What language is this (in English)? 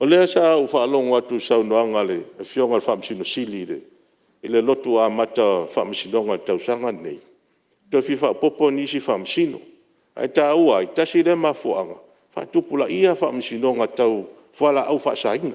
Samoan